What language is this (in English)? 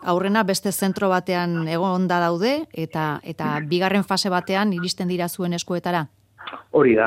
Basque